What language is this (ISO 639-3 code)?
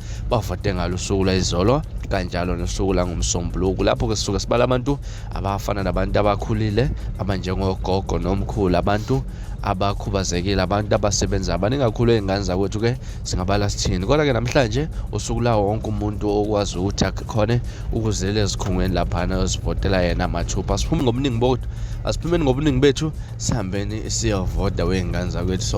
zul